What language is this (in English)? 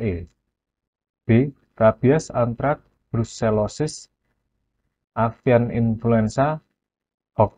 Indonesian